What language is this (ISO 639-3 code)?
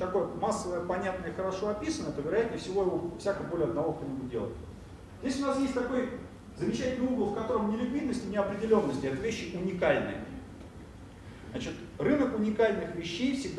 rus